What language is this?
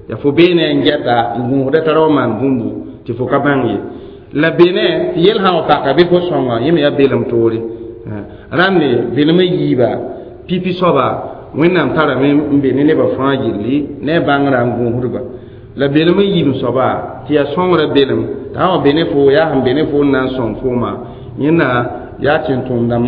Mossi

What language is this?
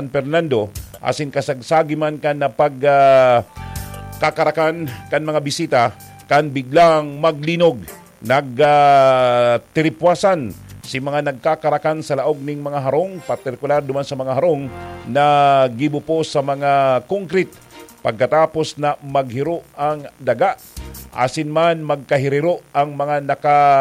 Bikol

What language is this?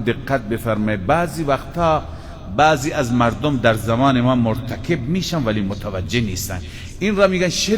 Persian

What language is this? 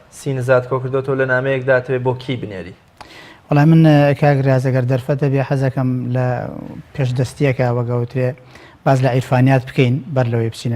Central Kurdish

